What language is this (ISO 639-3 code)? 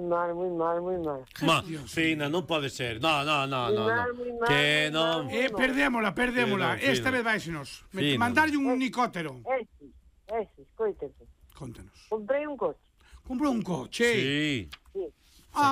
glg